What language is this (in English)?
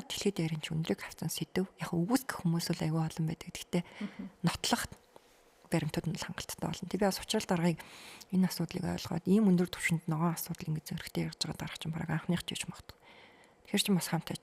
Mongolian